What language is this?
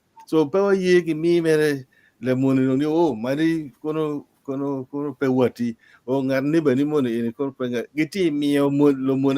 Acoli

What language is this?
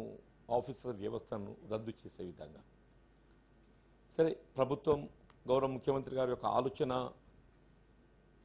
Telugu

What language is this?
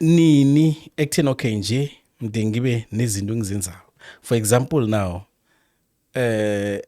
South Ndebele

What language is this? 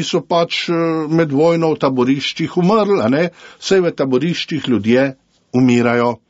Slovenian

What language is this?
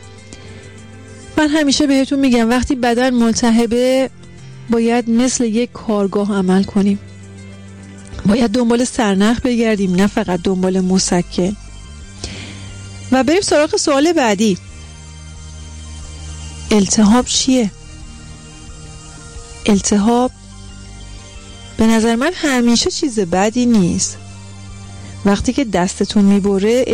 Persian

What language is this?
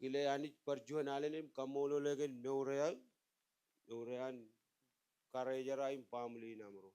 Marshallese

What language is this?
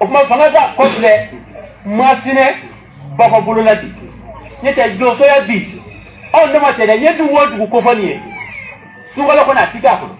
Bambara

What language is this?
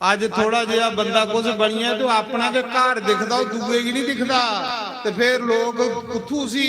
Dogri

